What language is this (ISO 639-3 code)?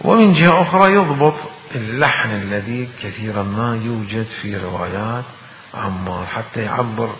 acm